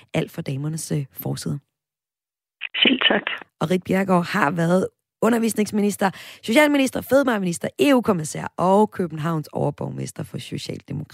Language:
Danish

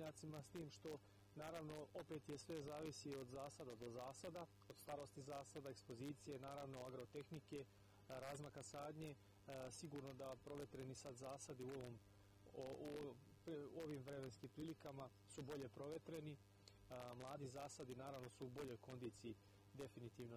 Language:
Serbian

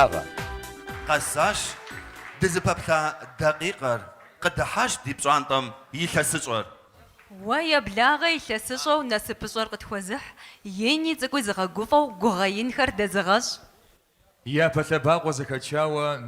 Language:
Kabardian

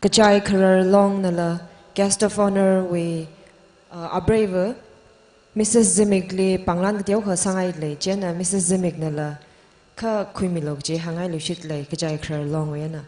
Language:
Tangkhul Naga (India)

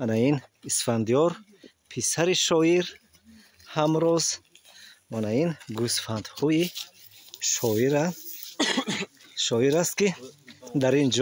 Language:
Tajik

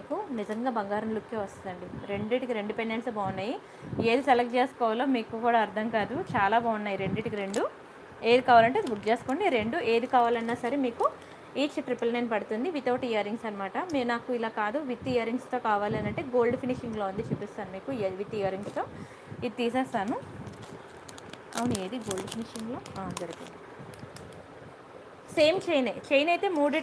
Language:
Telugu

